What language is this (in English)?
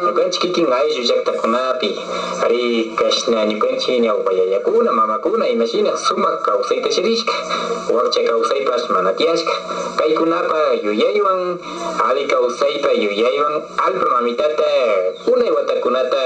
Imbabura Highland Quichua